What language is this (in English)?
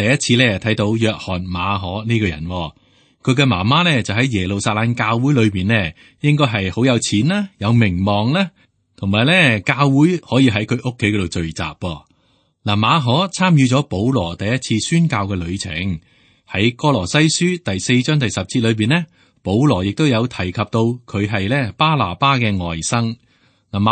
Cantonese